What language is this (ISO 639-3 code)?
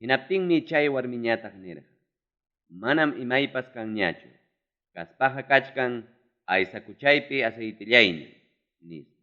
quy